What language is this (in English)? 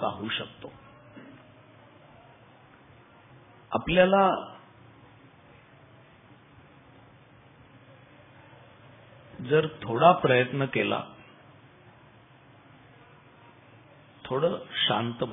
Marathi